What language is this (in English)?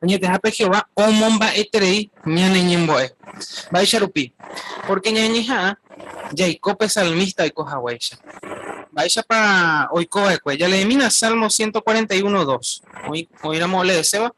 Guarani